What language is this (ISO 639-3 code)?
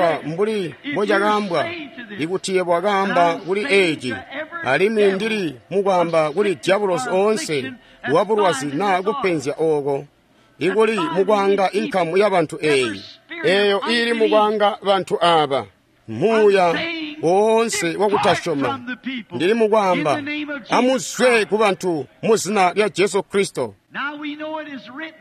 toi